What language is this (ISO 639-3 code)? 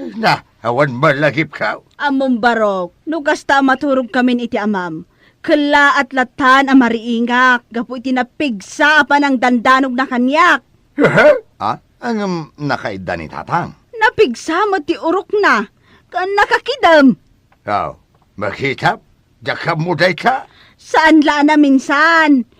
ilo